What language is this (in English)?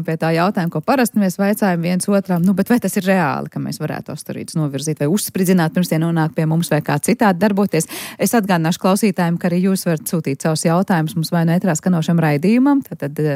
Latvian